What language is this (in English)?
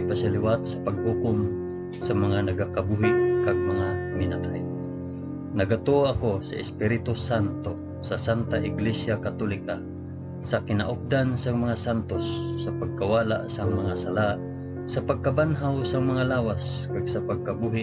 Hiligaynon